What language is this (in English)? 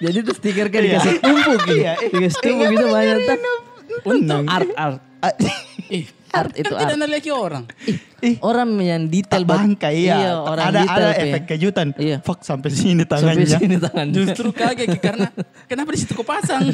Makassar Malay